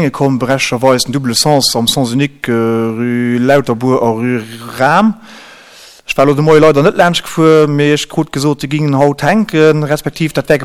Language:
Luxembourgish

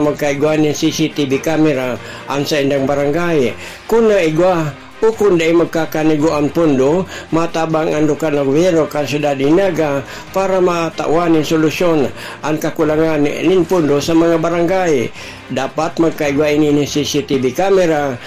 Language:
Bikol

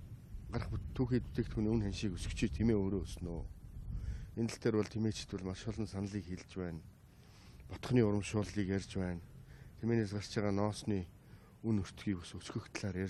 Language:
Mongolian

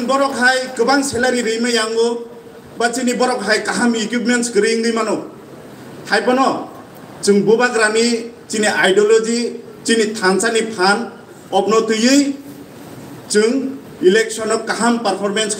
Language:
Kok Borok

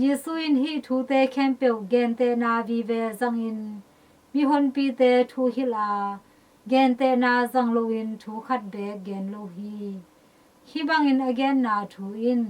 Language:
Tedim Chin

